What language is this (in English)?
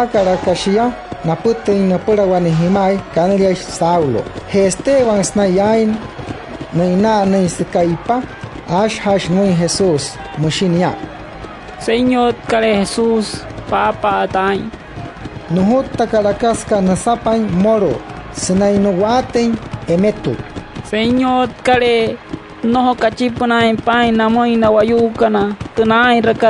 Wayuu